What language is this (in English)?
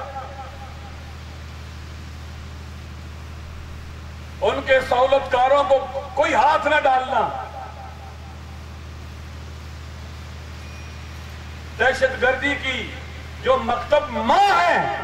Urdu